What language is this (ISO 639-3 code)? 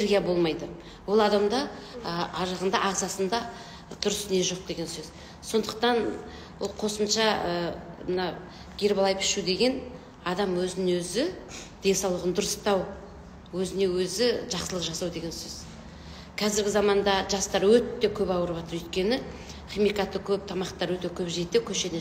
kaz